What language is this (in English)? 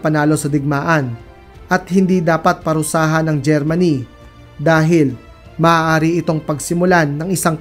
Filipino